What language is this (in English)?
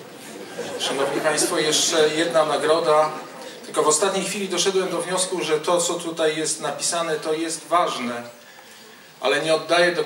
Polish